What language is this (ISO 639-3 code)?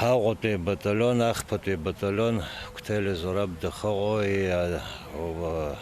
abk